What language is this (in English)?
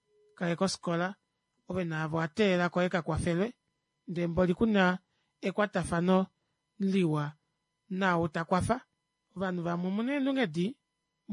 Kuanyama